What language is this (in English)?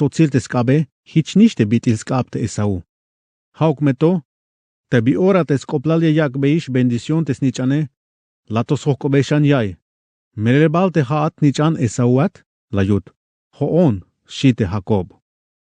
Tzeltal